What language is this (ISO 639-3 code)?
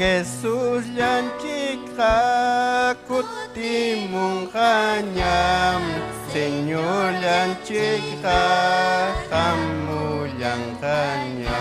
quy